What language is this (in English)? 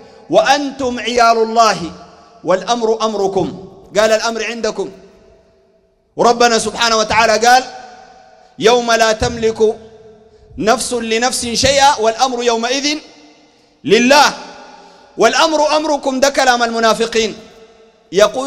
Sudanese Arabic